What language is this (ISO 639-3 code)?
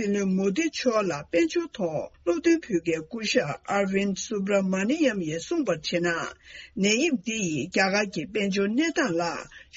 bod